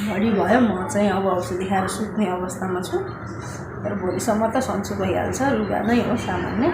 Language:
Nepali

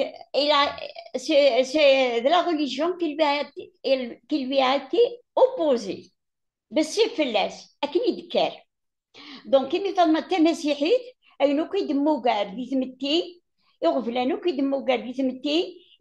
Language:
Kabyle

